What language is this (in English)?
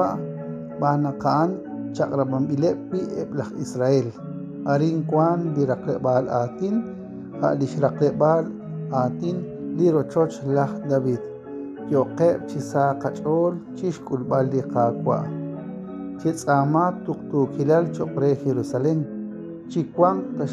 Kekchí